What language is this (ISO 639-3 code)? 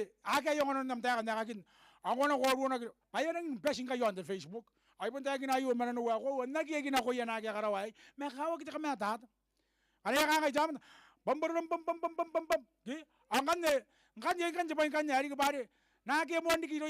gil